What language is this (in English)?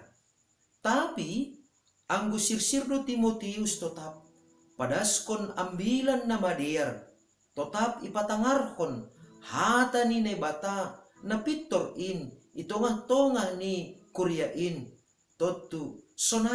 Batak Simalungun